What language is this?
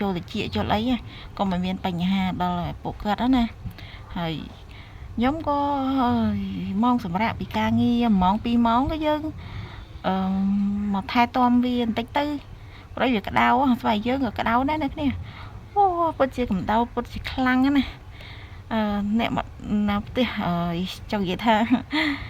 Khmer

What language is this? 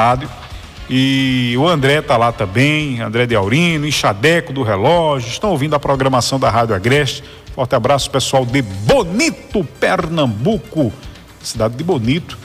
Portuguese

